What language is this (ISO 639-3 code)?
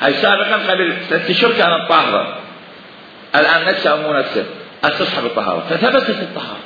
acm